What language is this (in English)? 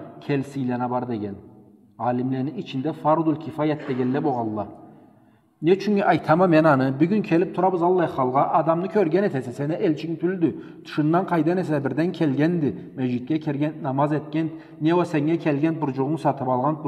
Karachay-Balkar